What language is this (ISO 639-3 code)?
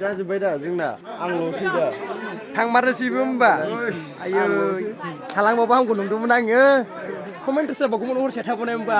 brx